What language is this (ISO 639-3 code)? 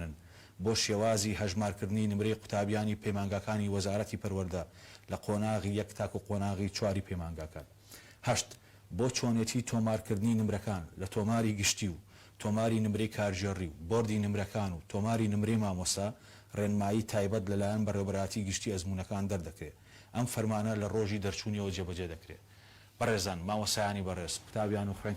ckb